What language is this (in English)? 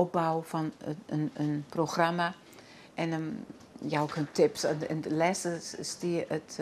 Western Frisian